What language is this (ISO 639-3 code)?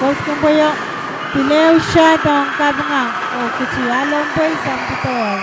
pon